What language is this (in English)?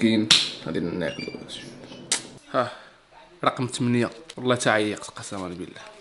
Moroccan Arabic